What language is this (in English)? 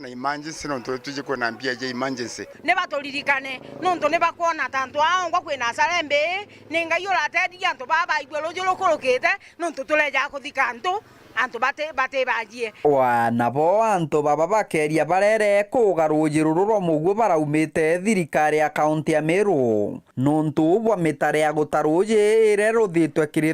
Meru